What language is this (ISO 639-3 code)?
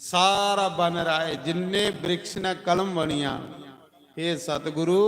doi